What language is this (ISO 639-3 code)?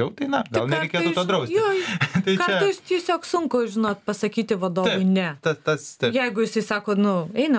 lit